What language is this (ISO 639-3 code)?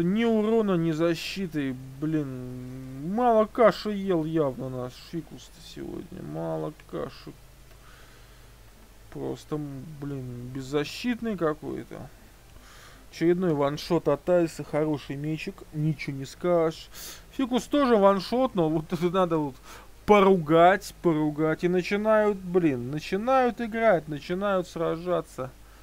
rus